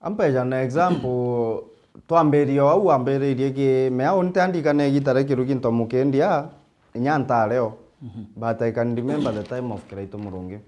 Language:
Meru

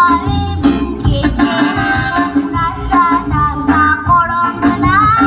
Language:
Konkani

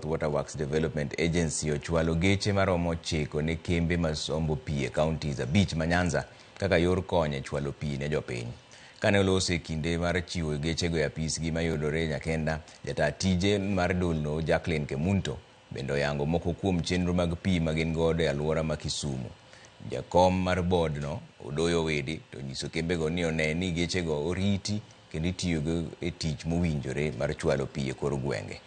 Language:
Luo (Kenya and Tanzania)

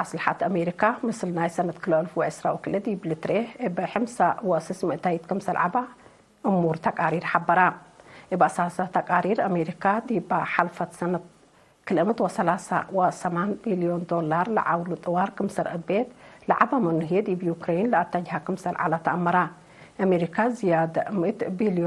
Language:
Tigre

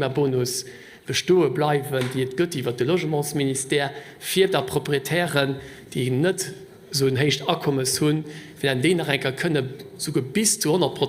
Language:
Luxembourgish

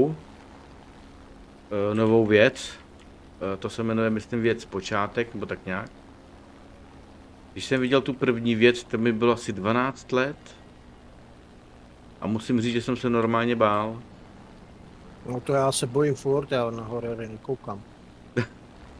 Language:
Czech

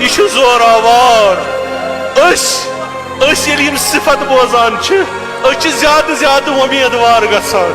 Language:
Kashmiri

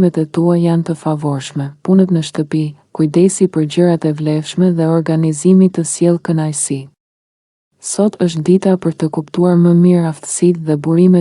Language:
Albanian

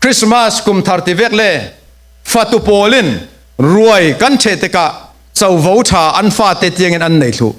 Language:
Falam Chin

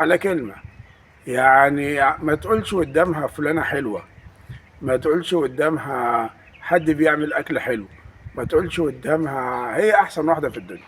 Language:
Egyptian Arabic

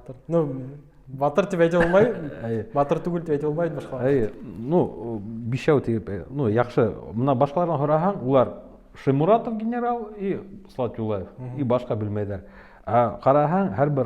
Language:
Bashkir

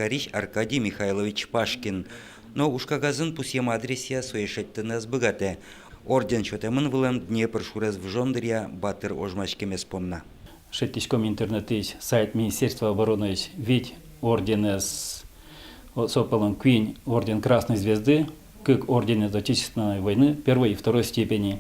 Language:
Udmurt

